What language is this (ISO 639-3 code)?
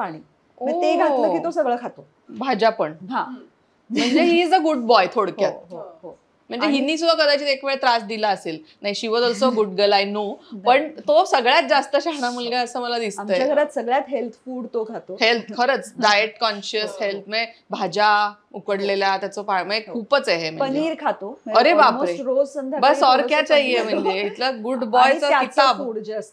mar